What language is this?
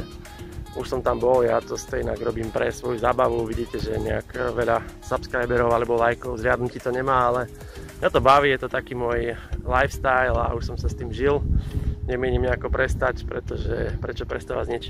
Slovak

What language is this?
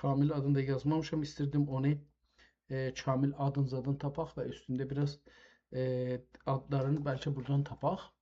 South Azerbaijani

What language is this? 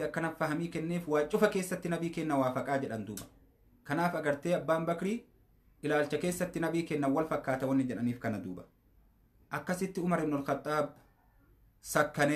Oromo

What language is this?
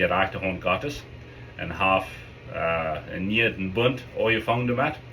Plautdietsch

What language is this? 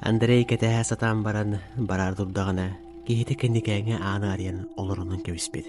Yakut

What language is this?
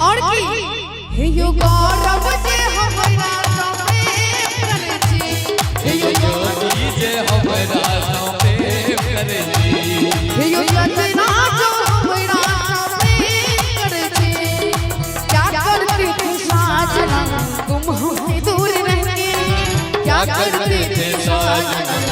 Maithili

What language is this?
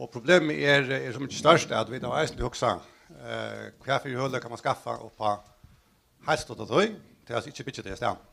Faroese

